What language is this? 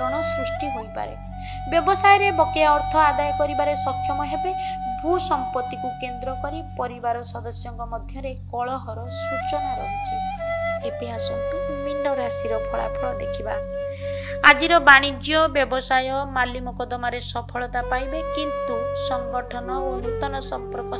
Odia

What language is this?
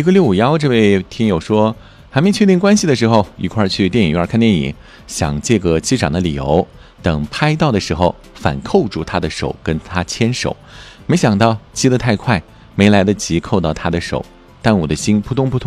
Chinese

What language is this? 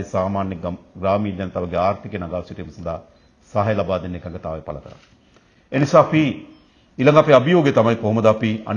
Sinhala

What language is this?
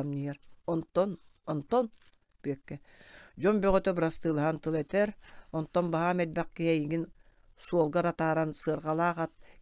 Yakut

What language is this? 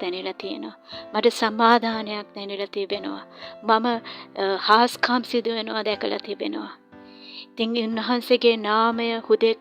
Sinhala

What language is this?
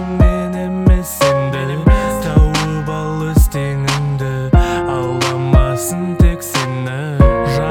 Kazakh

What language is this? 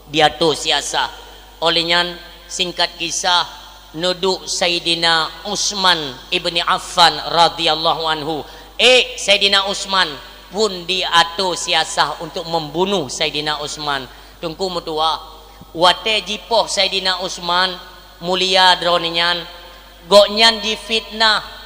Achinese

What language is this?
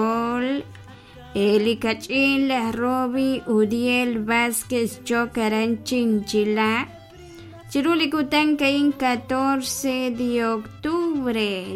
Kekchí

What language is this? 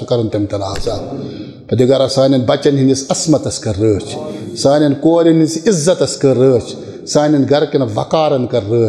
Kashmiri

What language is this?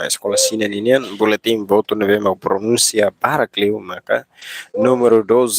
Tetum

